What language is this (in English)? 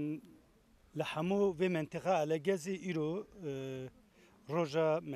Kurdish